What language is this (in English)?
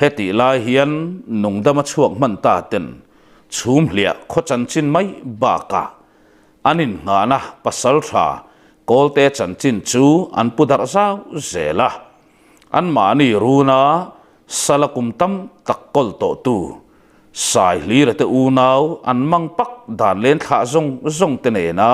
Mizo